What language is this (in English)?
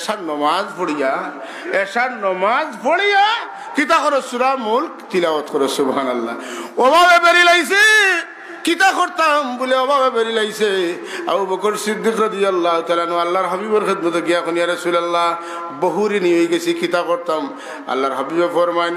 Sylheti